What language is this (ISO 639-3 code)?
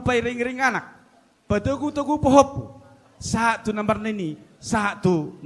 bbc